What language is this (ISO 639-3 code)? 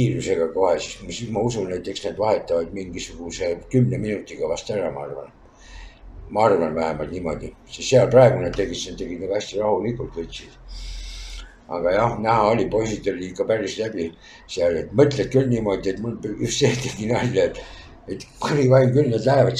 est